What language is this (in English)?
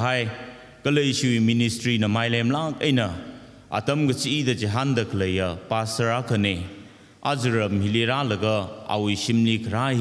Tangkhul Naga (India)